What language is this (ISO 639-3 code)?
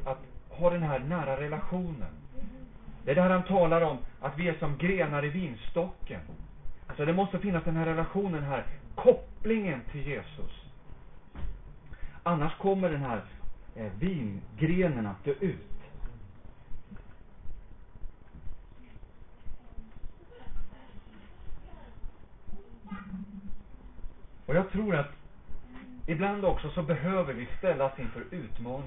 swe